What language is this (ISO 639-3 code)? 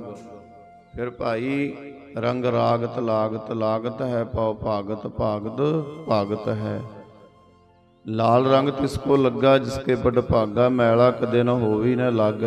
pan